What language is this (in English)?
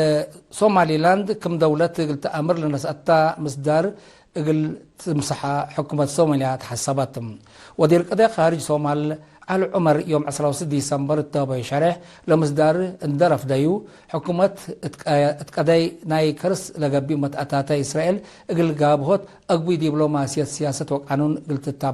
Tigre